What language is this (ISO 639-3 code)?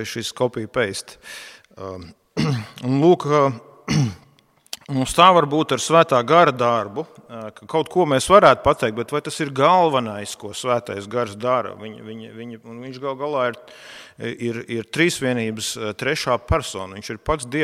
lav